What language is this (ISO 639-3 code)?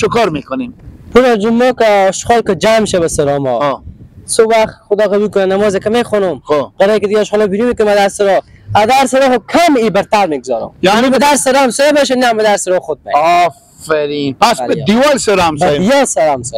fas